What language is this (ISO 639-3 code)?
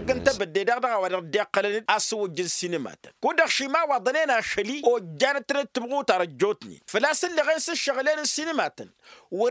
taq